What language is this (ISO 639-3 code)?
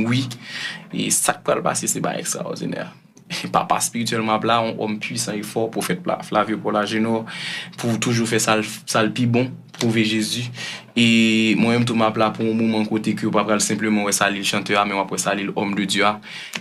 hat